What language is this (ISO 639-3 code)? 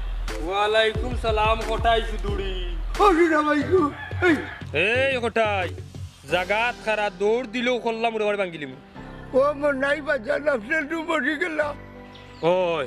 syl